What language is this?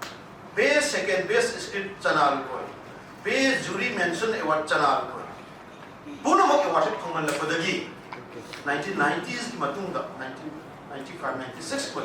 Manipuri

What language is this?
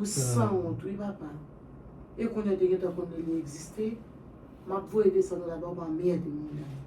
Haitian Creole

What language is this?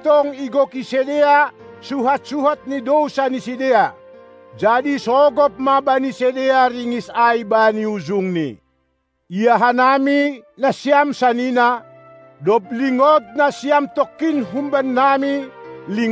Batak Simalungun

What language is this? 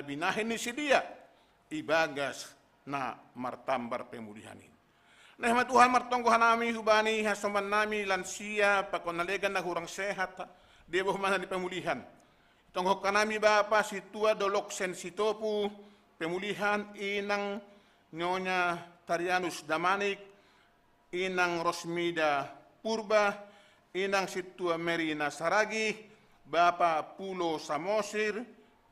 Batak Simalungun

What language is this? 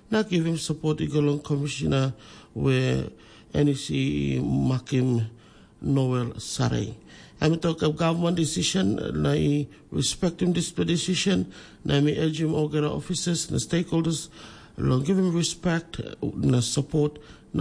Tok Pisin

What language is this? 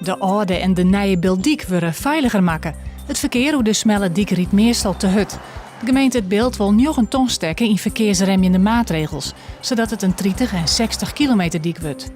Western Frisian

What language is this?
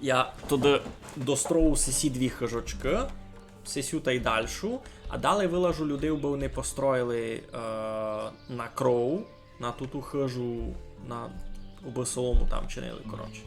Rusyn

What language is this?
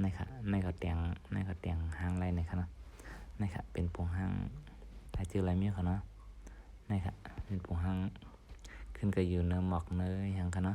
Shan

